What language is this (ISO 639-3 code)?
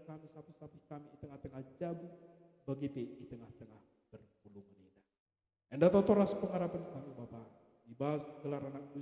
btx